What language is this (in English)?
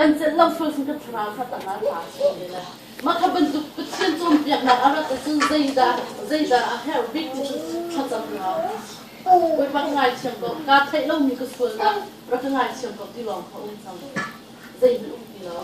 Hakha Chin